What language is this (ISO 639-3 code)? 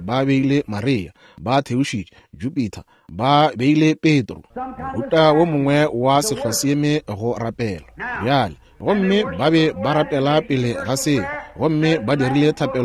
nso